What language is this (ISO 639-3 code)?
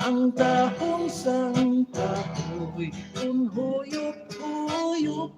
hil